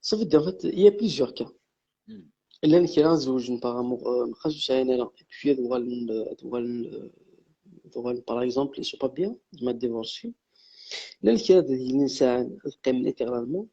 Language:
Kabyle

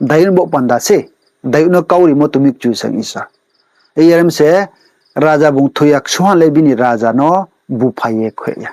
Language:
Riang (India)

